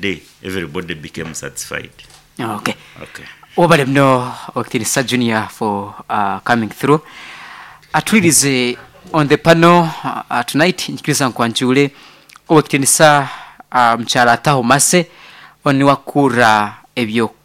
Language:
Nyankole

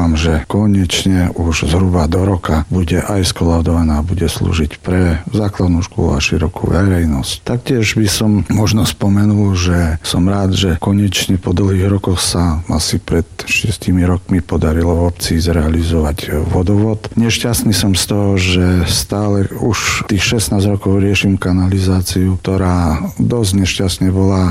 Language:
Slovak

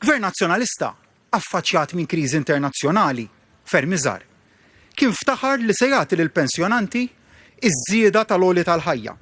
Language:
Maltese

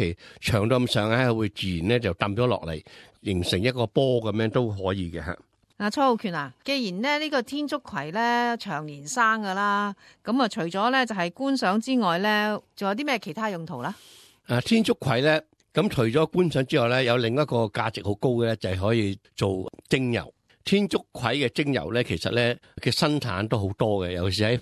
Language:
Cantonese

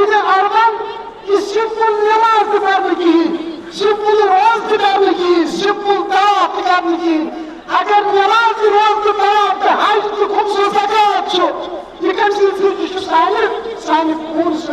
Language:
Kashmiri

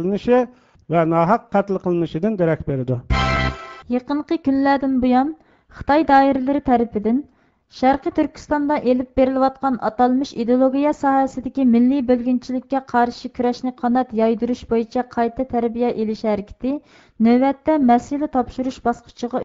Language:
Uyghur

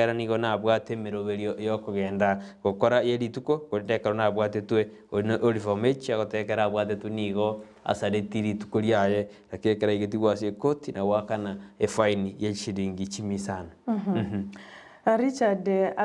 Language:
Gusii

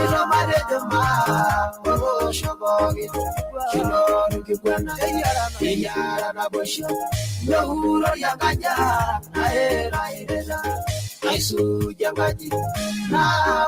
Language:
Masai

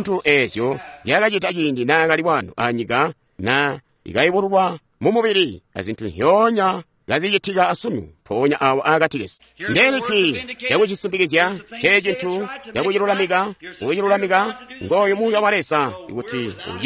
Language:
Tonga (Zambia)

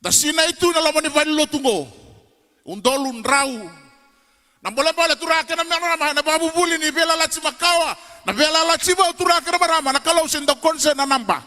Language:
Fijian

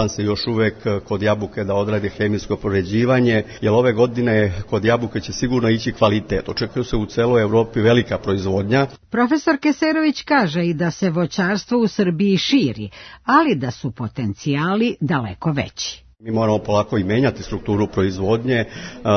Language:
Serbian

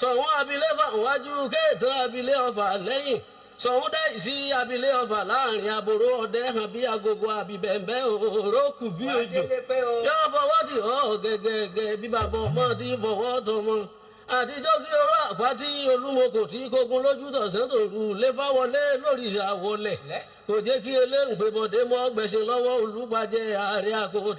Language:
Yoruba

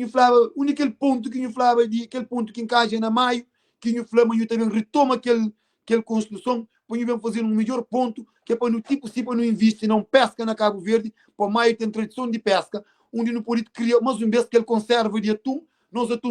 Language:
Kabuverdianu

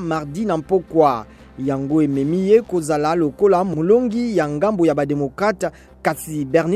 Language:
Lingala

